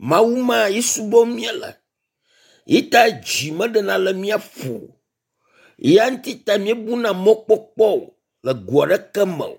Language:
Ewe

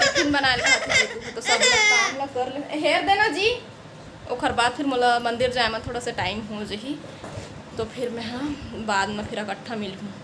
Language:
Chhattisgarhi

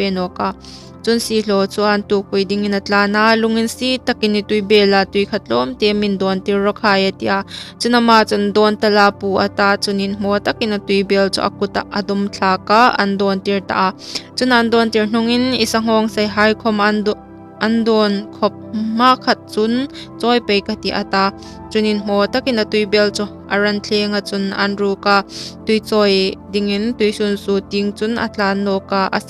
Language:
Hmar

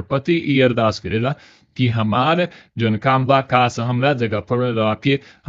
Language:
Bhojpuri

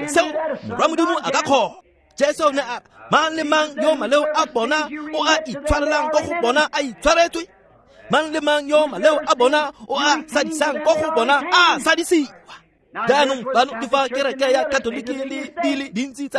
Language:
Tswana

